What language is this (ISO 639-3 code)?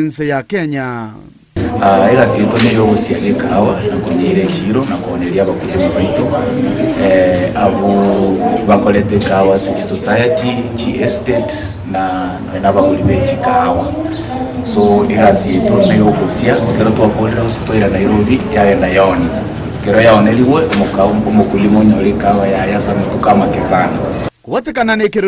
guz